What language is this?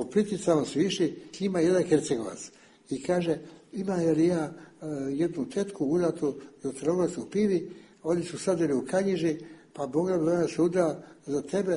Serbian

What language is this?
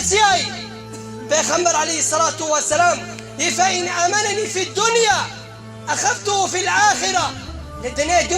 Kurdish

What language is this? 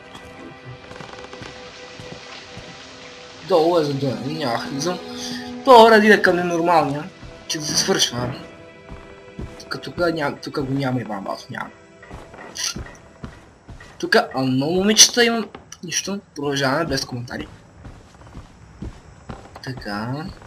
Bulgarian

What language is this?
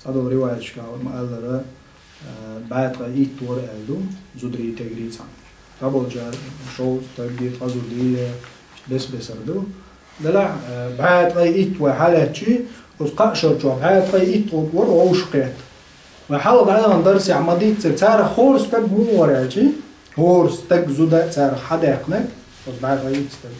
Chechen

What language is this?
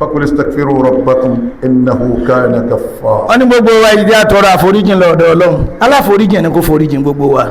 Yoruba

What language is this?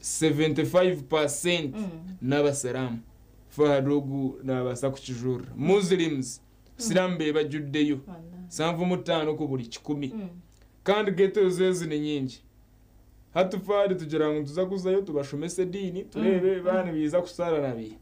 Nyankole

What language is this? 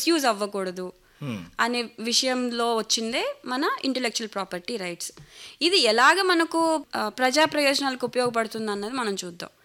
Telugu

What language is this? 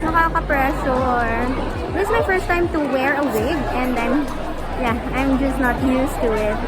Hiligaynon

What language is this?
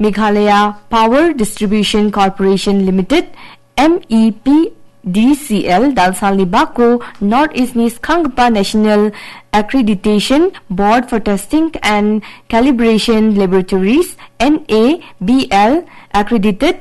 Garo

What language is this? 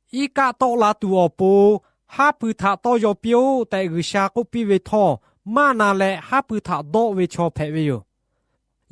Lahu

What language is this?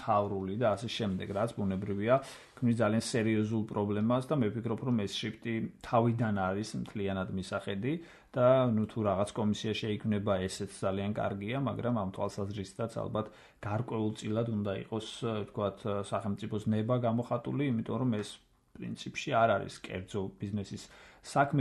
Georgian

